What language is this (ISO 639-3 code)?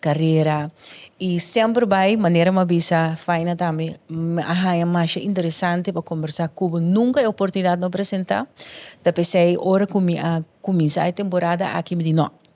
pap